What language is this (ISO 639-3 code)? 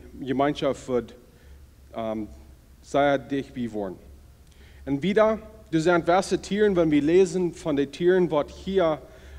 pdt